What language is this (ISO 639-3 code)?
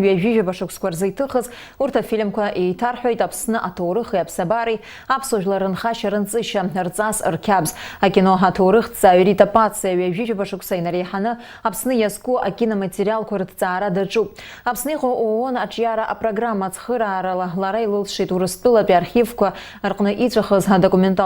abk